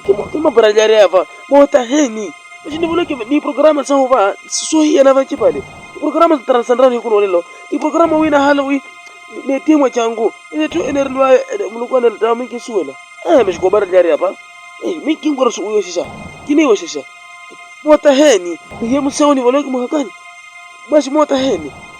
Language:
Makhuwa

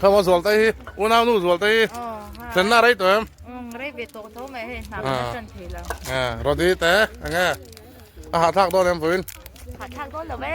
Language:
Mizo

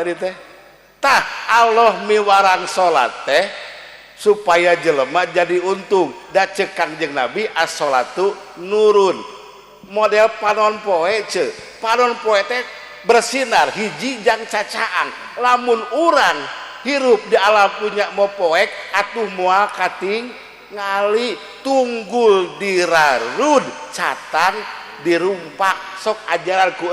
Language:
Sundanese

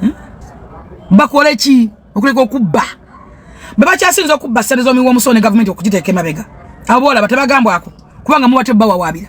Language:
Ganda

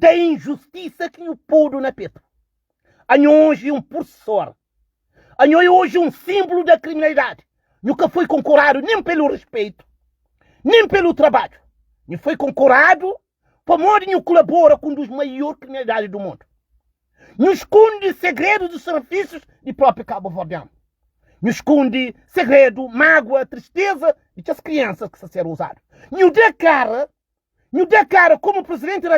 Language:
Kabuverdianu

